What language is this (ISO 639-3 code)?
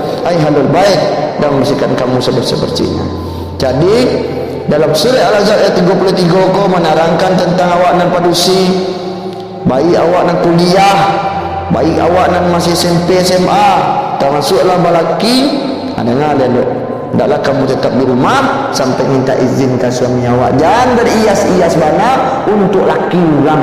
min